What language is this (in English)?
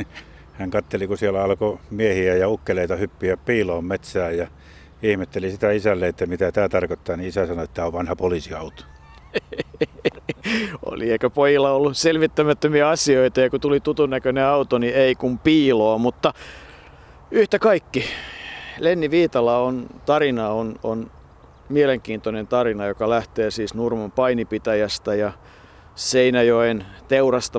Finnish